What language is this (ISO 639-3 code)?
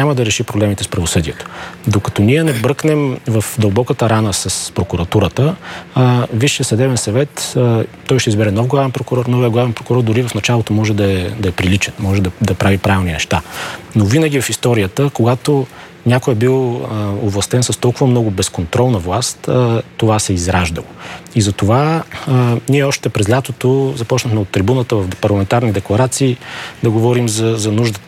bul